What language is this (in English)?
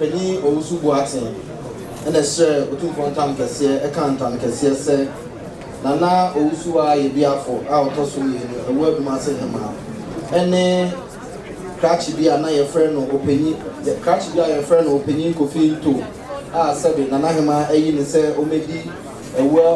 Akan